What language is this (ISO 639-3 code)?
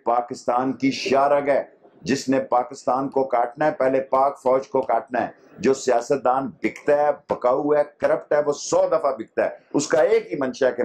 urd